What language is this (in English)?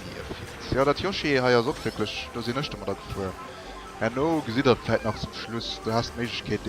Luxembourgish